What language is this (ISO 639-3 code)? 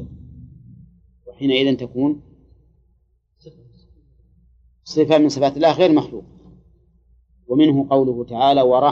ara